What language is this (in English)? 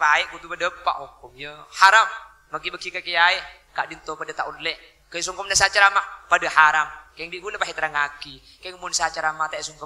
Madurese